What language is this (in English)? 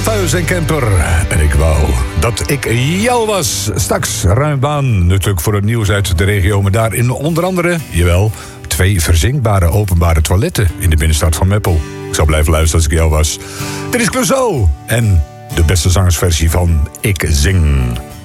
Dutch